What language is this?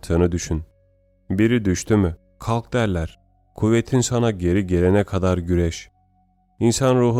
Turkish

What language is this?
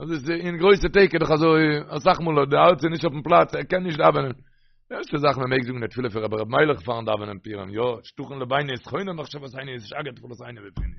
Yiddish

